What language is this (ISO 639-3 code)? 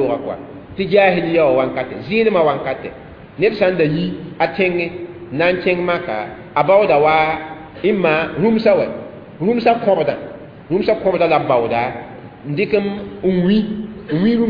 mos